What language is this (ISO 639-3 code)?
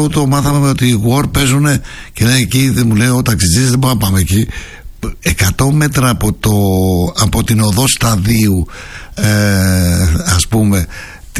ell